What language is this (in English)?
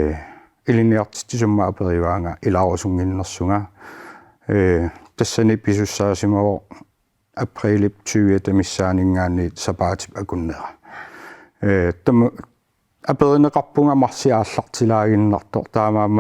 Kalaallisut